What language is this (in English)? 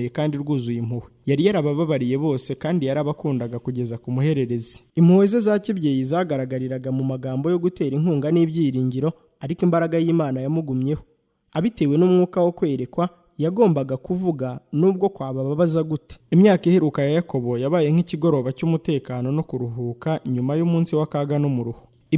Kinyarwanda